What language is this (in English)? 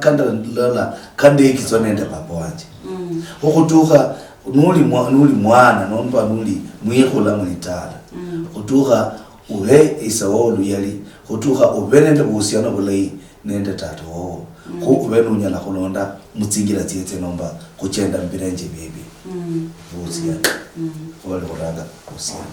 Luyia